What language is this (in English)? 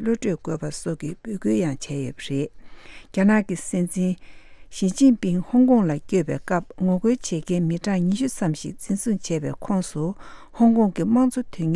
Tibetan